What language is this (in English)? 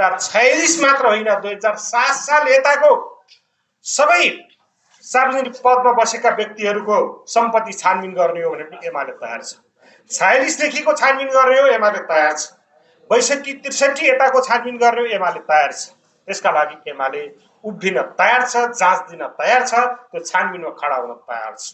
Nepali